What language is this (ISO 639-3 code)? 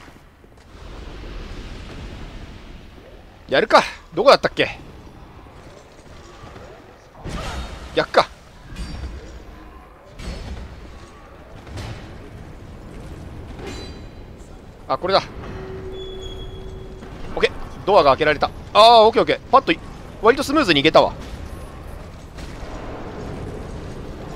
jpn